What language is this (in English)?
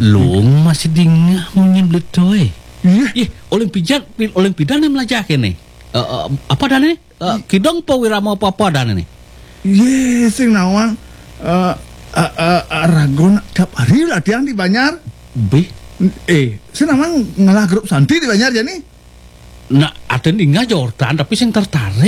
Balinese